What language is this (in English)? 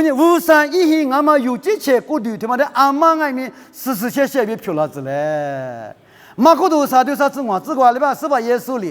Lisu